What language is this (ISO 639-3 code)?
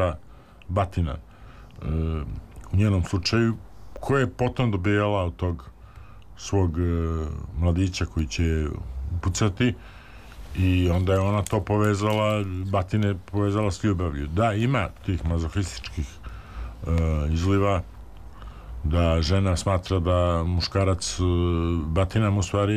srp